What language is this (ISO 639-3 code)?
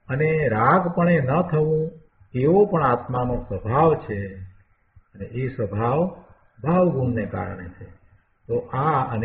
guj